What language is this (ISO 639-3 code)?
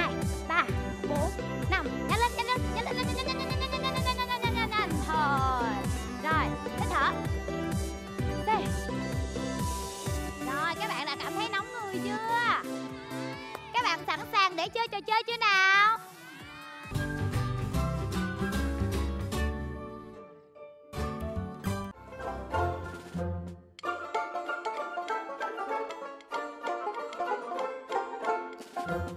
vie